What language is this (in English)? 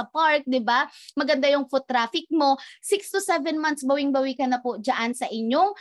Filipino